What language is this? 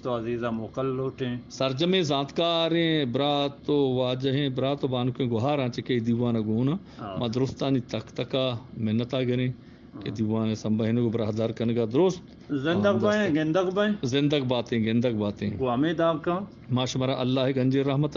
Eastern Balochi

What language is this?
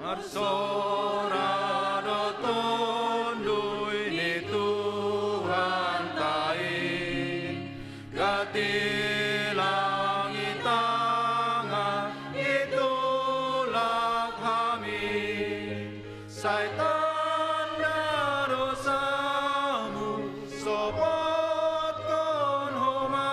Batak Simalungun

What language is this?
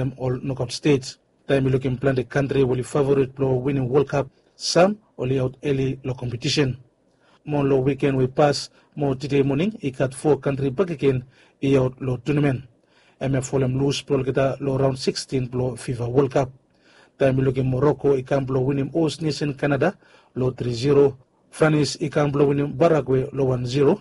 Bislama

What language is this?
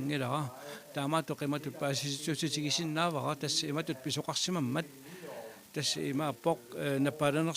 Kalaallisut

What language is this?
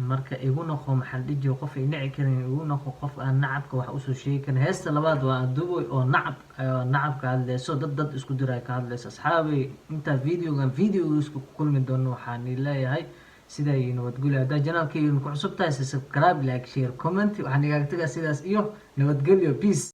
Somali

